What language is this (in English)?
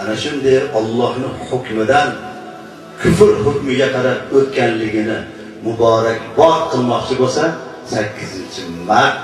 Uzbek